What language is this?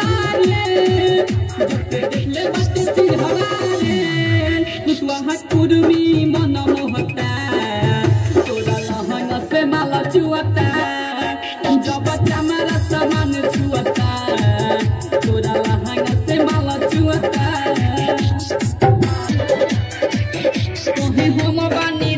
Bhojpuri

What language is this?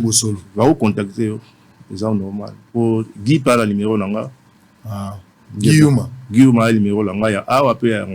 Lingala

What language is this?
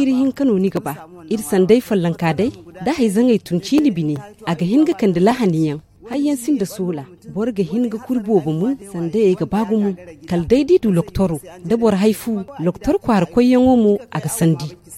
Zarma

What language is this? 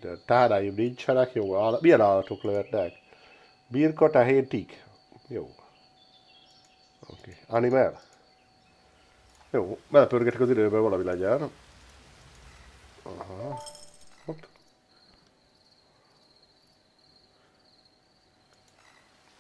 Hungarian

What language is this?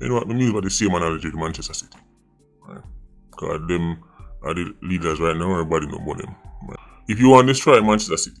Jamaican Creole English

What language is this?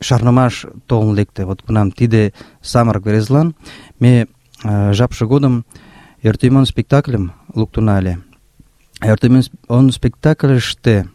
Mari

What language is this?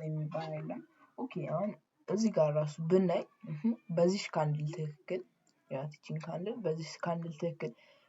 Amharic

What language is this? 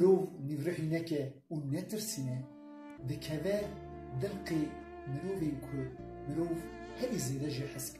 Kurdish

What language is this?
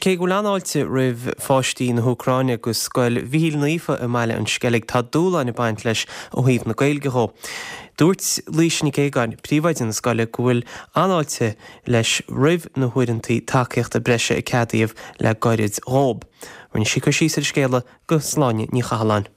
Irish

